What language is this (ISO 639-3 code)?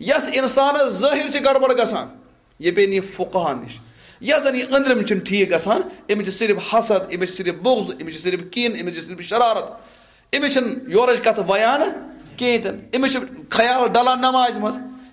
kas